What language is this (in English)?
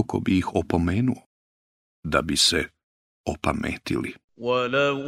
Bosnian